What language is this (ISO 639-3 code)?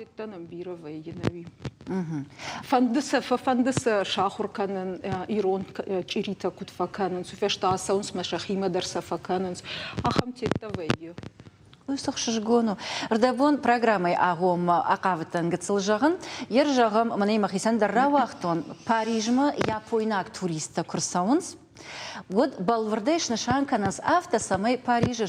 oss